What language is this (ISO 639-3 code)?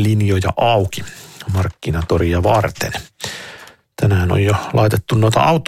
fin